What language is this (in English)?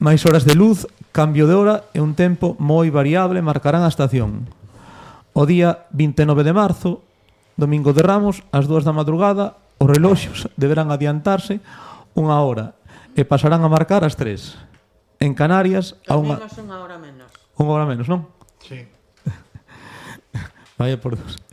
Galician